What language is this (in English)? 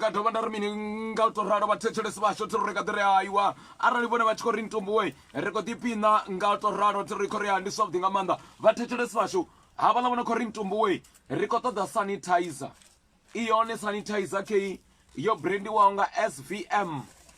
Venda